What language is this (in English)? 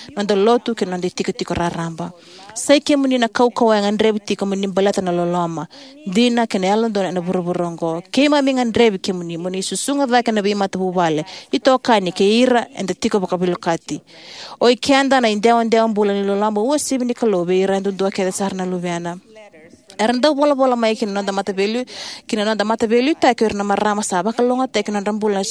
Fijian